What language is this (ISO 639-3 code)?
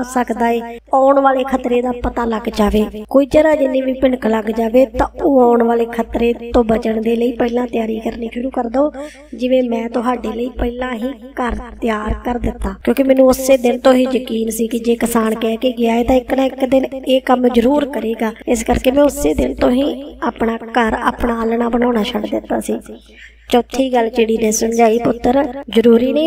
pan